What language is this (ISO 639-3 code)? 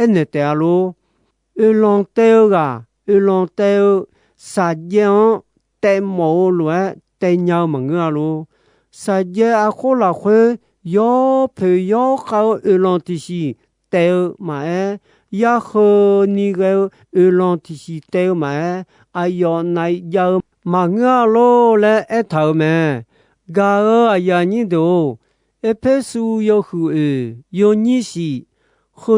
ahk